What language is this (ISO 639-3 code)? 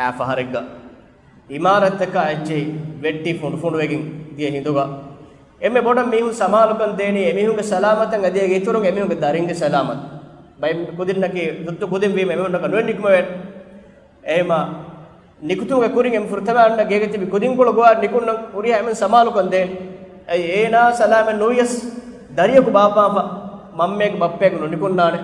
div